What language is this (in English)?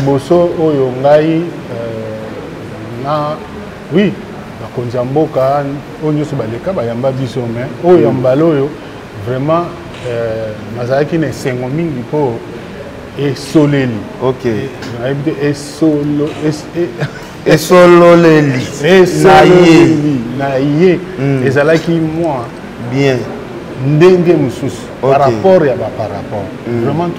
Lingala